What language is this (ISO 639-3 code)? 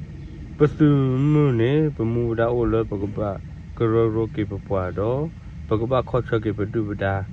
ksw